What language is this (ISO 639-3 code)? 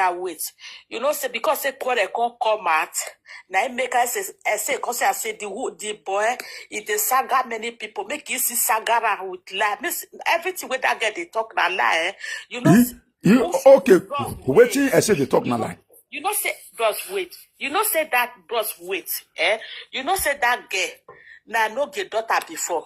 pcm